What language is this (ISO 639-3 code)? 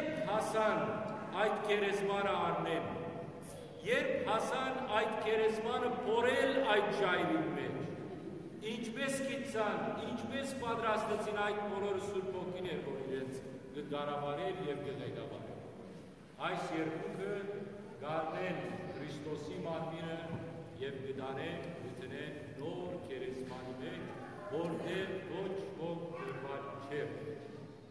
hyw